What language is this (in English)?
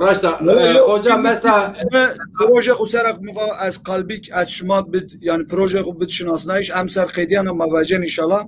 Zaza